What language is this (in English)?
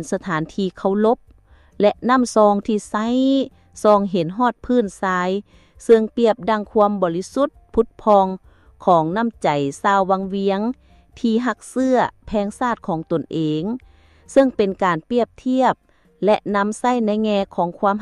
Lao